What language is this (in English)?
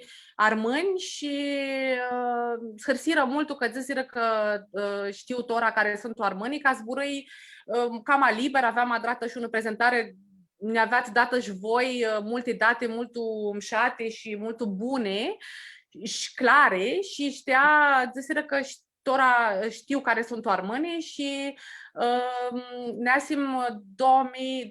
Aromanian